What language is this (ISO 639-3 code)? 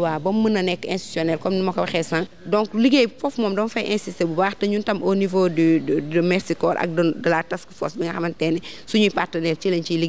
wol